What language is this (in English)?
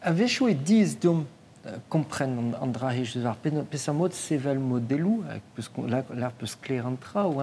Breton